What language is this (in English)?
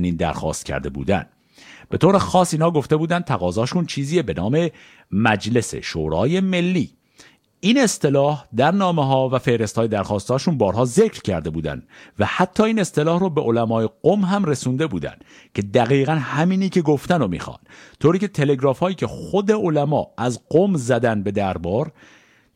Persian